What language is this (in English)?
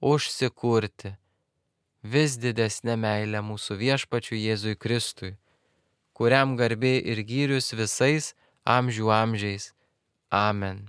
Lithuanian